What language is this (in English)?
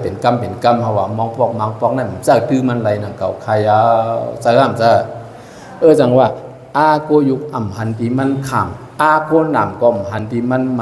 Shan